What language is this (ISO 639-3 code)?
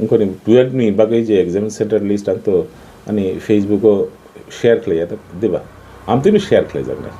trp